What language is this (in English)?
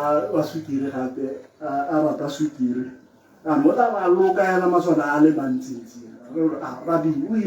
Tswana